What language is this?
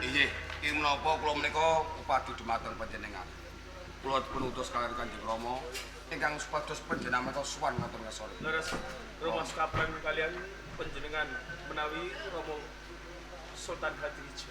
Javanese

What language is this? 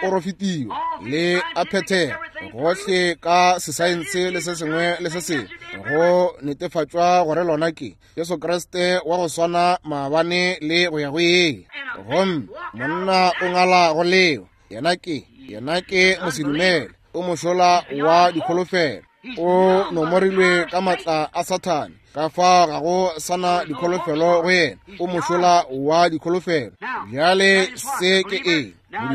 Northern Sotho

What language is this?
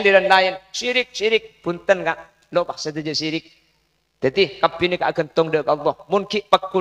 Madurese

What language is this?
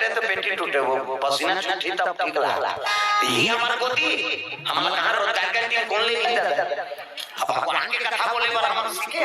Chhattisgarhi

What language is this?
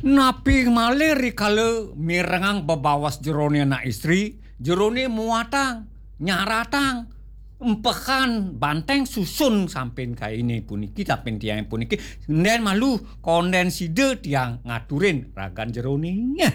Balinese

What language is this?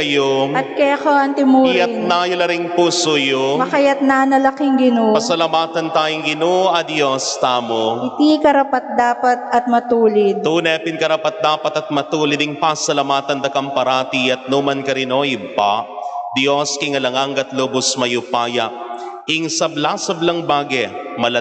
Pampanga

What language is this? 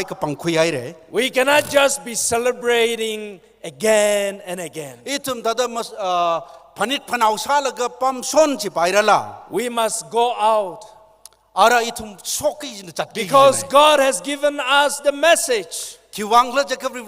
Tangkhul Naga (India)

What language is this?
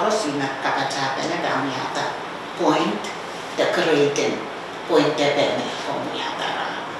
Pohnpeian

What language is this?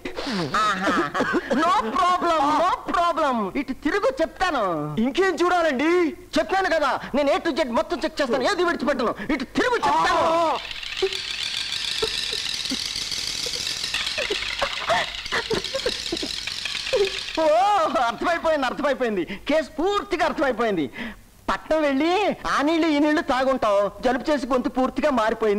Telugu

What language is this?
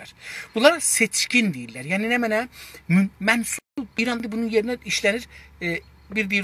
South Azerbaijani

